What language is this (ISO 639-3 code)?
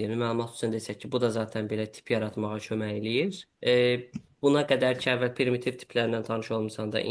aze